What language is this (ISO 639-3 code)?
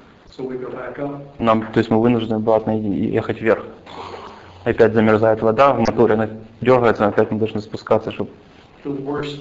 rus